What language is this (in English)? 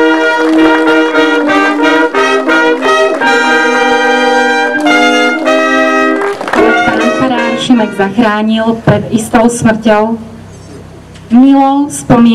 Slovak